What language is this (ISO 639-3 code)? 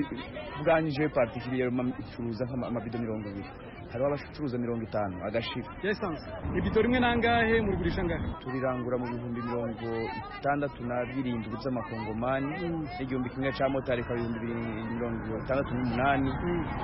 kin